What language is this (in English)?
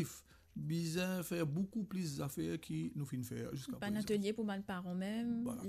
Morisyen